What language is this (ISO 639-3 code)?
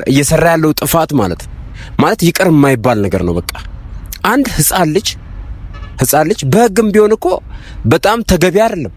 amh